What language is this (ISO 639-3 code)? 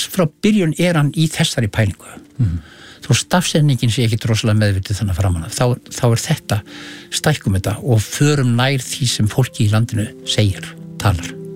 isl